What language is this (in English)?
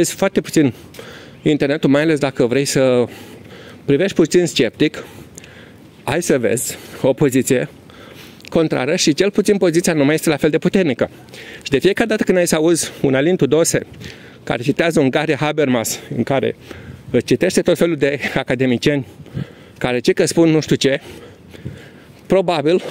Romanian